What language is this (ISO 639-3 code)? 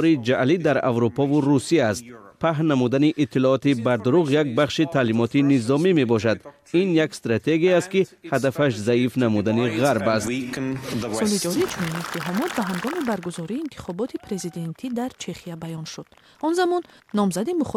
tgk